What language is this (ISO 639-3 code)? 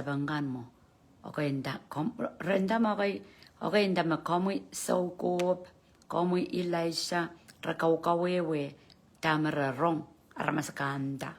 pon